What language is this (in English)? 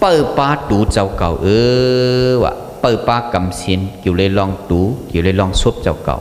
Shan